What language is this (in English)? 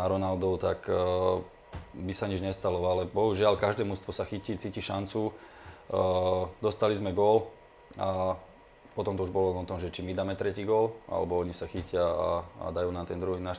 Slovak